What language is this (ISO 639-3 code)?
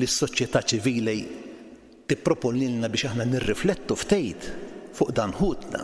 mlt